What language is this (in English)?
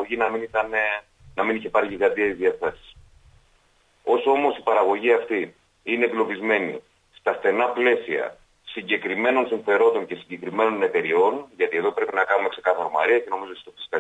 Greek